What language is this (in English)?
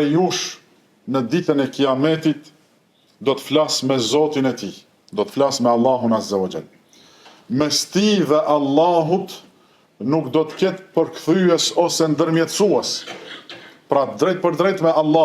Albanian